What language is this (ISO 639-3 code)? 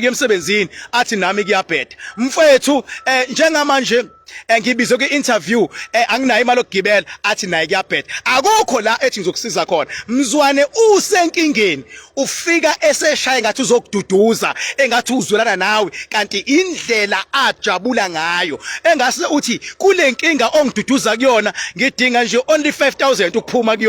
zul